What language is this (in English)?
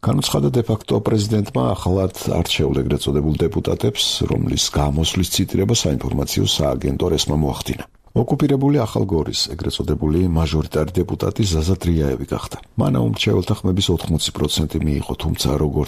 Georgian